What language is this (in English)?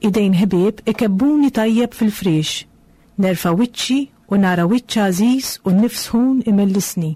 Maltese